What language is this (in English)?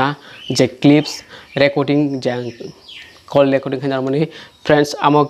Kok Borok